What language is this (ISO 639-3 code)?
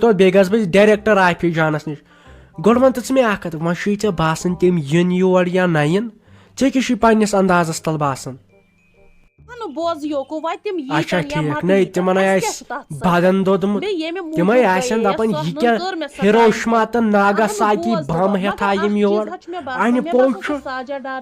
kas